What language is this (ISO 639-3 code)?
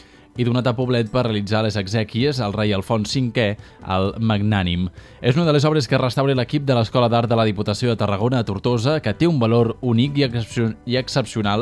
cat